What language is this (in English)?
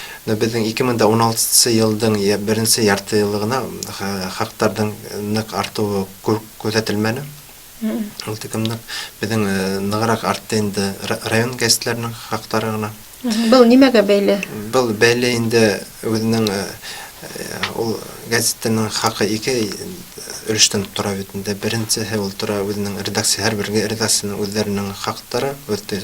Bashkir